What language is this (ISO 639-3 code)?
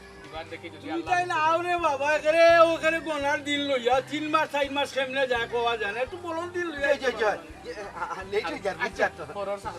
syl